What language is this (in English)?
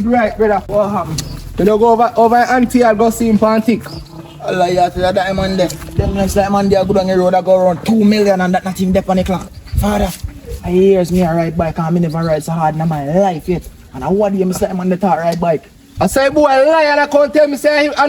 Jamaican Creole English